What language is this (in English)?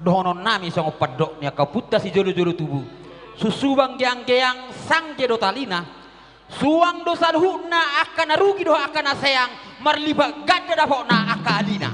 Batak Toba